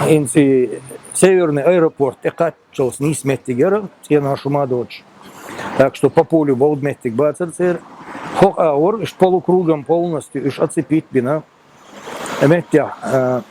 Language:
Chechen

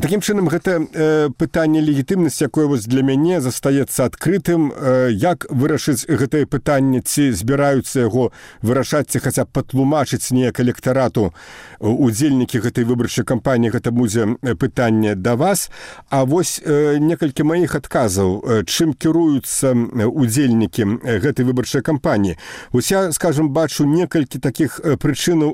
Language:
Belarusian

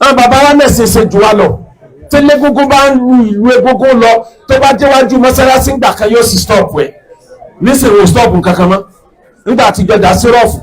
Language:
Yoruba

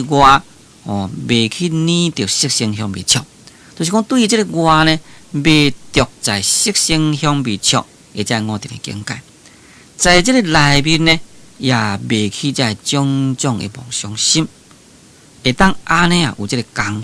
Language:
Min Nan Chinese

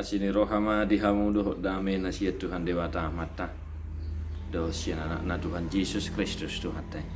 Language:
Batak Toba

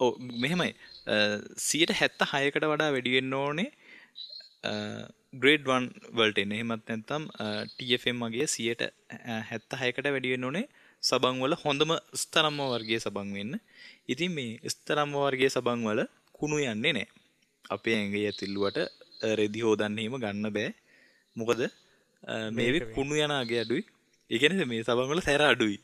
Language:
Sinhala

